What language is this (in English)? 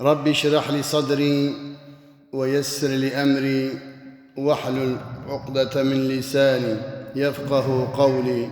Kurdish